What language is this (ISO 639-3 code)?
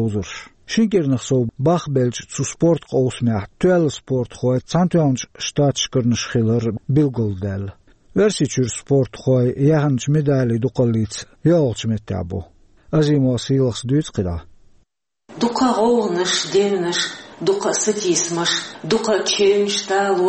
che